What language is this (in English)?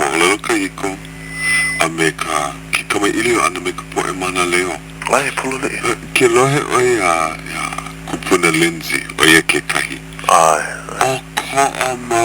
Hawaiian